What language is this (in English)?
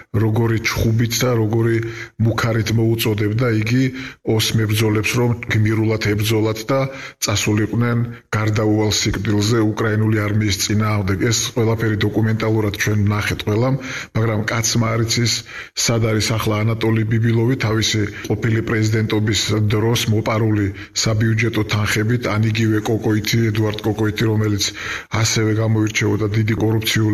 Georgian